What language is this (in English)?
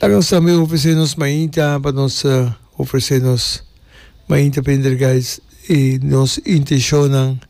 Papiamento